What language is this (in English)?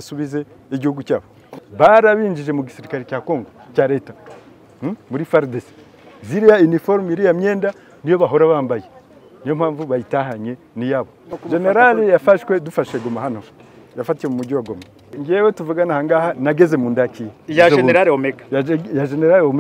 Kinyarwanda